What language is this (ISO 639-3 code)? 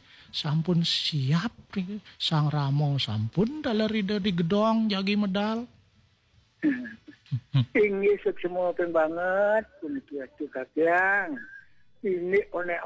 ban